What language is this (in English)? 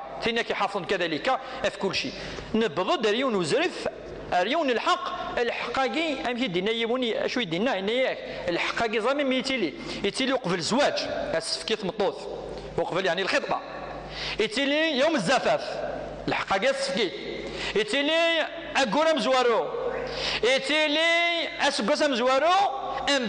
Kabyle